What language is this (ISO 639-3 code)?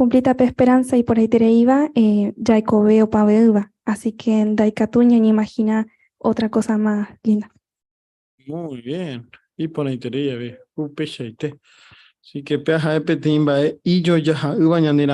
grn